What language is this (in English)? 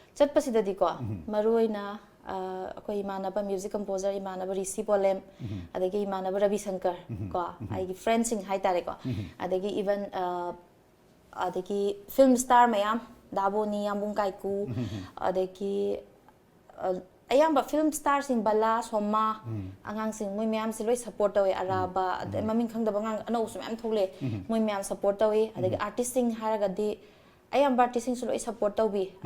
Manipuri